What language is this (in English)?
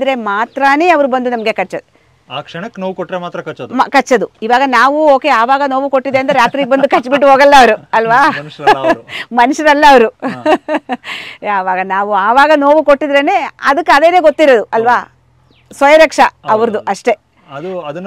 Kannada